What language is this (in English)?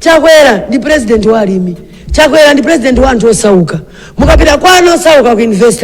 Nyanja